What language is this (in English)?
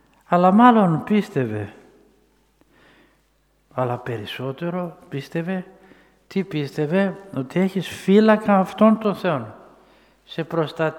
Greek